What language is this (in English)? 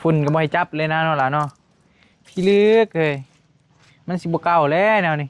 Northeastern Thai